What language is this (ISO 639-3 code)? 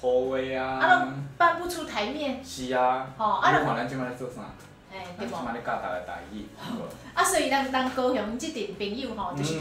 nan